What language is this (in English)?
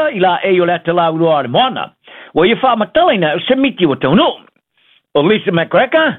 Samoan